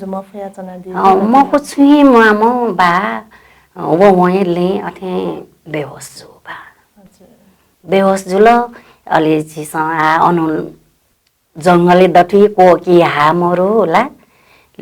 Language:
Newari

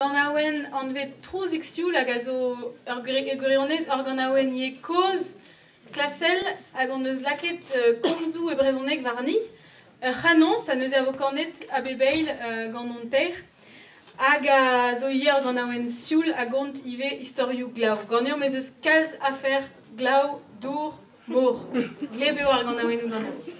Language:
Breton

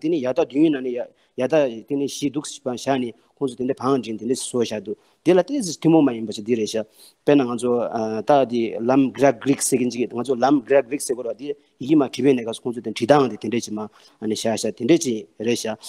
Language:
Tibetan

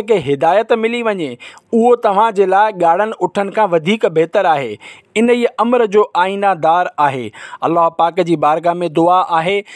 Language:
Sindhi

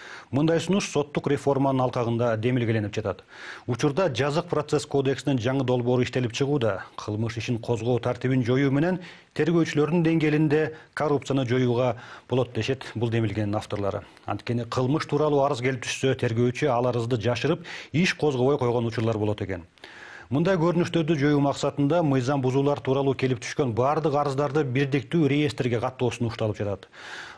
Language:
Kyrgyz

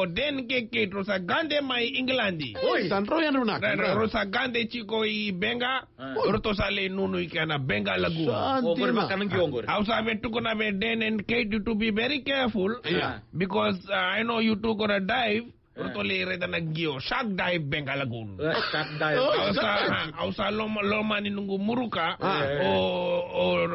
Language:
Fijian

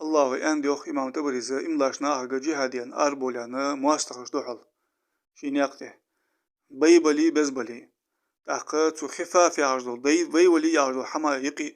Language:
Ingush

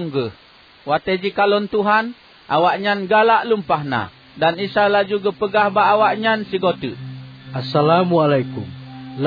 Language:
Achinese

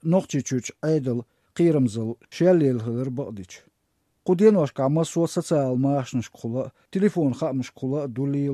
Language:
Chechen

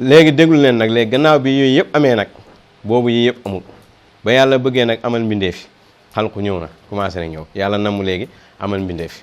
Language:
Wolof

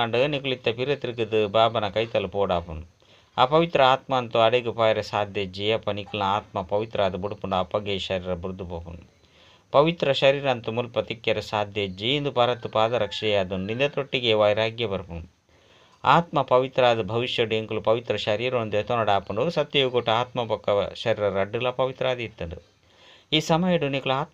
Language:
Tulu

